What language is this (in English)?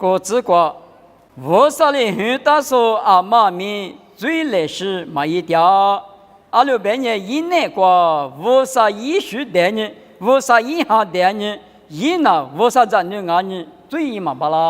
Lisu